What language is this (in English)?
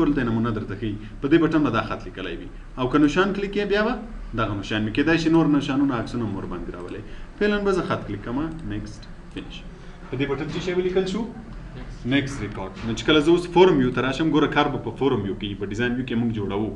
Pashto